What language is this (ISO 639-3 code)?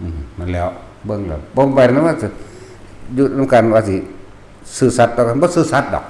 tts